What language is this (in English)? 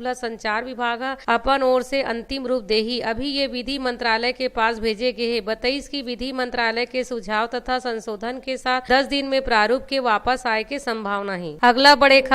Chhattisgarhi